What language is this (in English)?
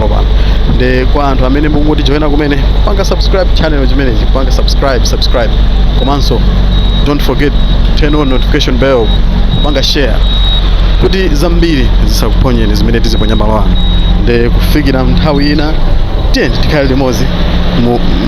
Nyanja